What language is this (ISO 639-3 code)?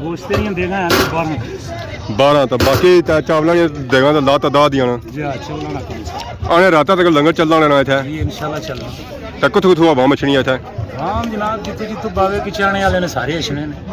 phr